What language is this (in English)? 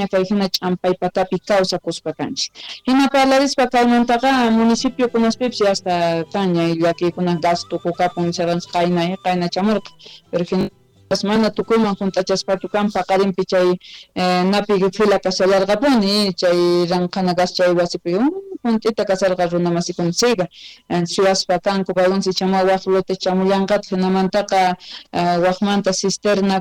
Quechua